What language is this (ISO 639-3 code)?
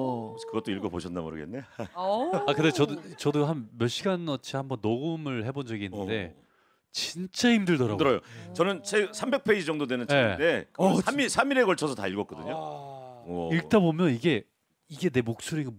kor